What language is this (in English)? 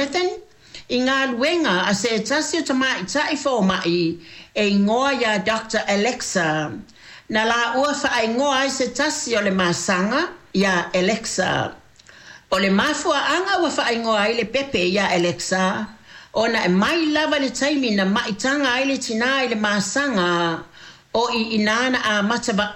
Samoan